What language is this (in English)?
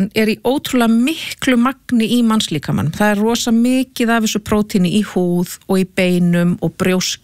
Icelandic